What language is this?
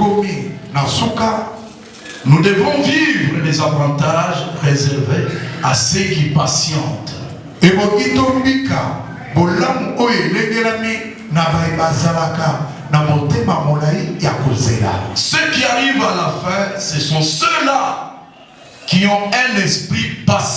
Lingala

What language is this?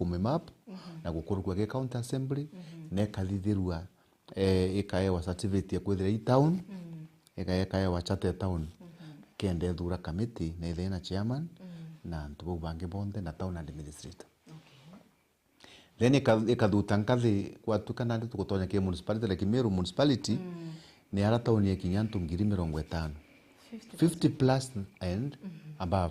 Meru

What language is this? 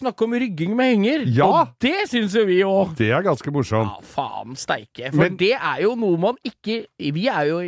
Norwegian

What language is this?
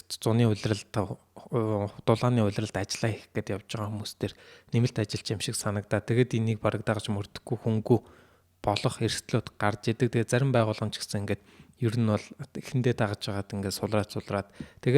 Mongolian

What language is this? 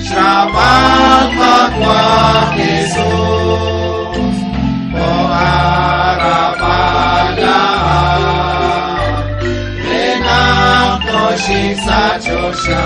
Kekchí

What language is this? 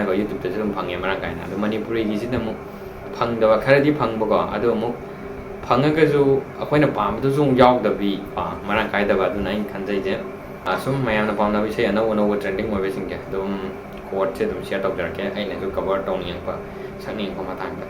Manipuri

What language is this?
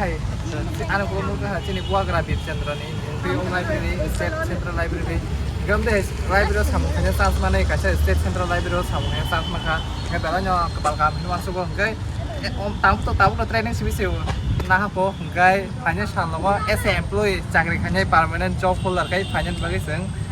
Kok Borok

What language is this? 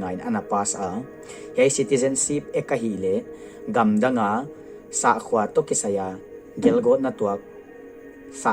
Paite Chin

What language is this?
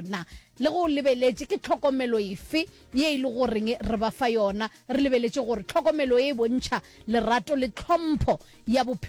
Northern Sotho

